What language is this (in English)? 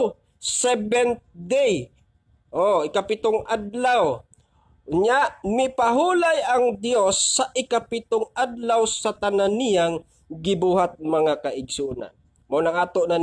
Cebuano